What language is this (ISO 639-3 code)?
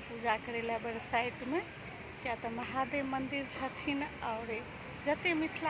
mai